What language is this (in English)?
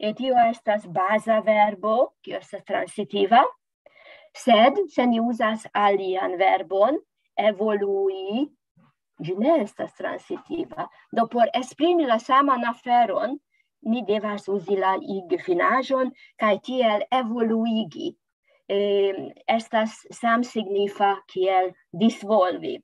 Esperanto